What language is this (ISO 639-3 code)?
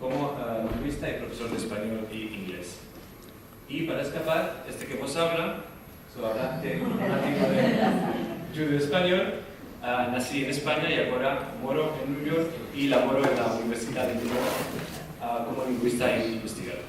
lad